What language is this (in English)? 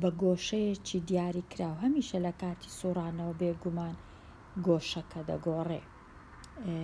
Central Kurdish